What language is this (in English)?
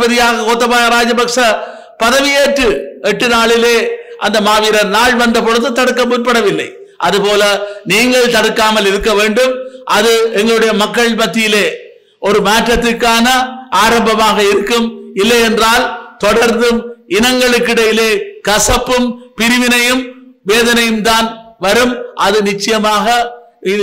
Tamil